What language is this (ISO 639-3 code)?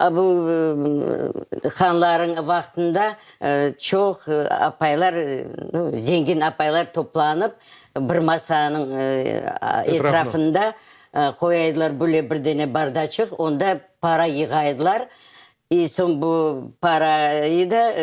crh